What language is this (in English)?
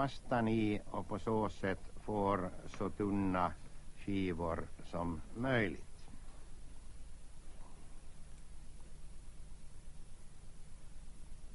Swedish